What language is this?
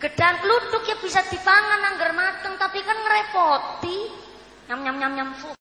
Javanese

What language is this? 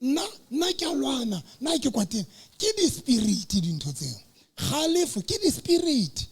Southern Sotho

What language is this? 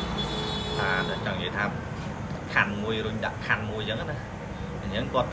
Khmer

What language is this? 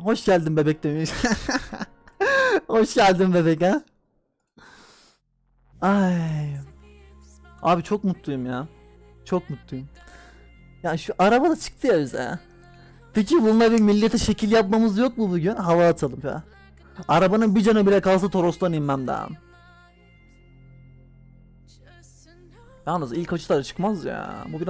Turkish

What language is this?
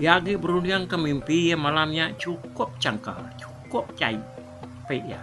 Iban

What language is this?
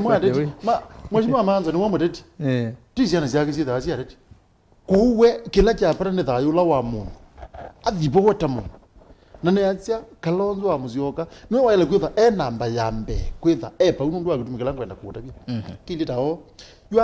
Kamba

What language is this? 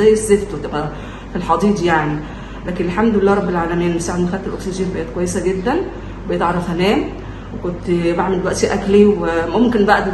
Egyptian Arabic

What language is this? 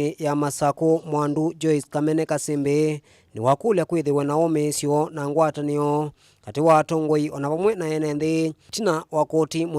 Kamba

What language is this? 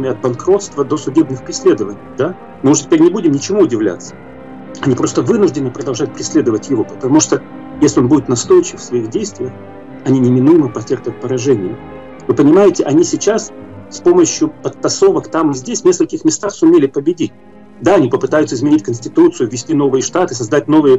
Russian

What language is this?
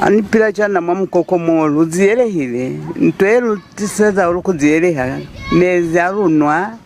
Lozi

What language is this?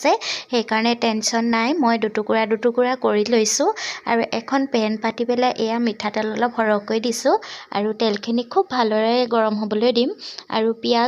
Assamese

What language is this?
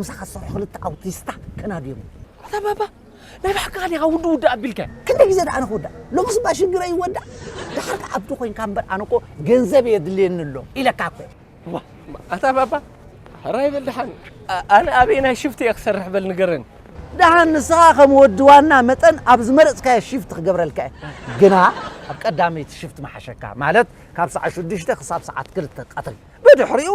Tigrinya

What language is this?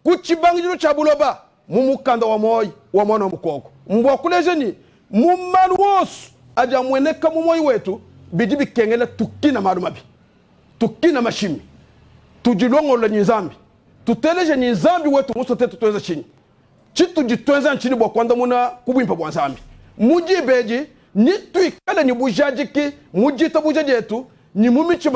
Luba-Lulua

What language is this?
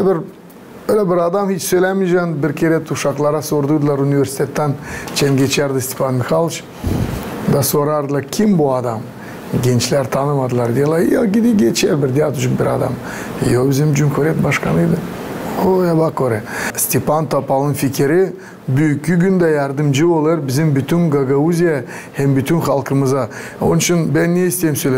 Gagauz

